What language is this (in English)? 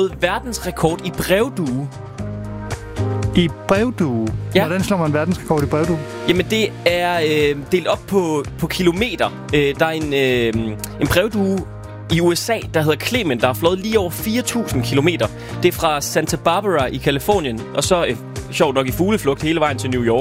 Danish